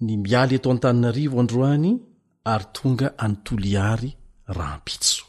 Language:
Malagasy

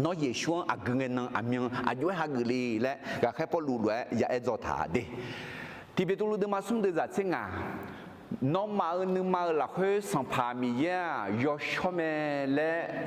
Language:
Akha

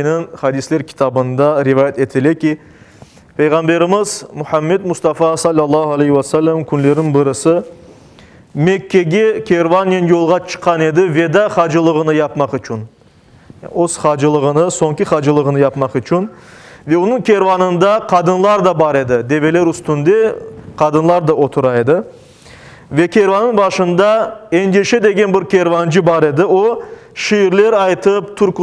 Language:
Crimean Tatar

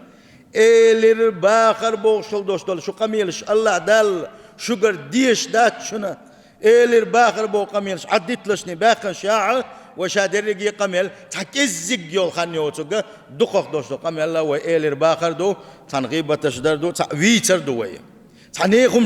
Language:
Chechen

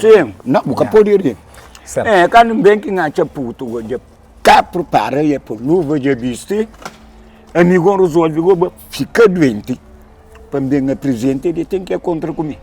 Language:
Kabuverdianu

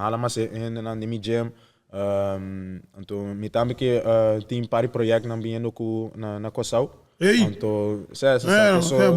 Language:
Papiamento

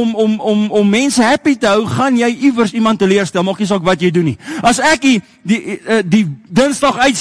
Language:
Afrikaans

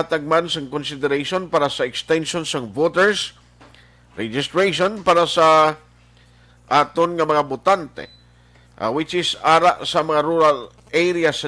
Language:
Hiligaynon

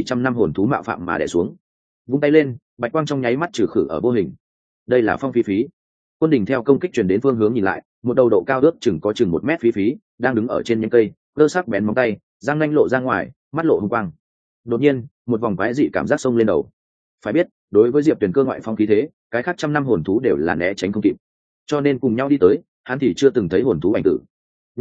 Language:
Vietnamese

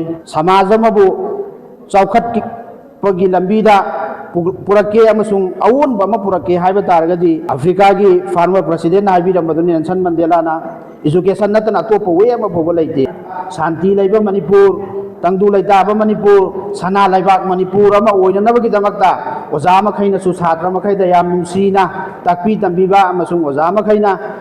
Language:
Manipuri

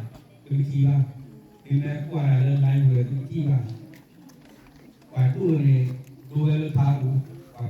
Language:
S'gaw Karen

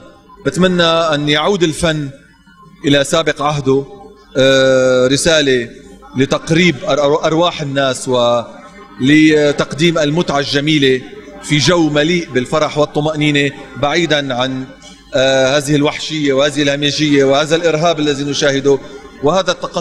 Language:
Egyptian Arabic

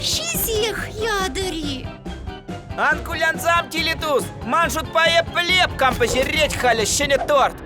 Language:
Chuvash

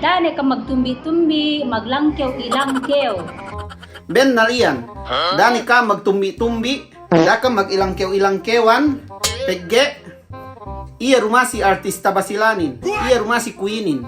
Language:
Yakan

